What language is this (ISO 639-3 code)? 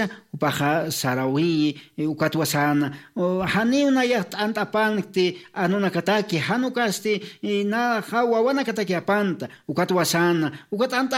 aym